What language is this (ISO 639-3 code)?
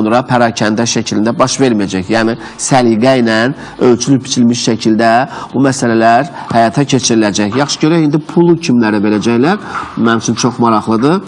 aze